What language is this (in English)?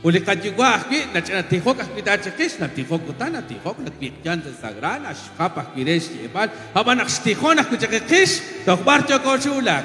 Kekchí